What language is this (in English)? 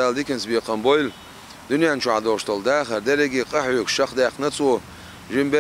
Chechen